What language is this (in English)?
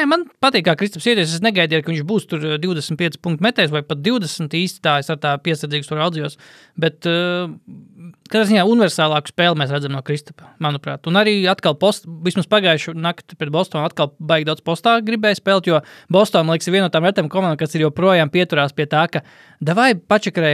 Latvian